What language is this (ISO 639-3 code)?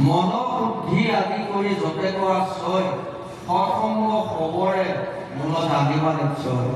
asm